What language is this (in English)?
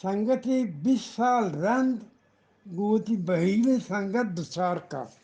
Eastern Balochi